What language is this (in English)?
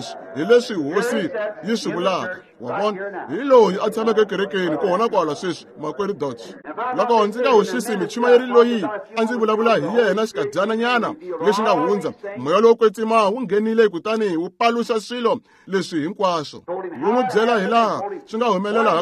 Tsonga